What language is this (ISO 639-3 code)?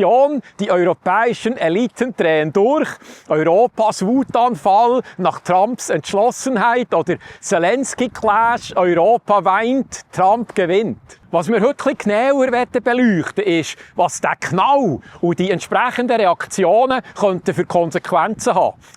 gsw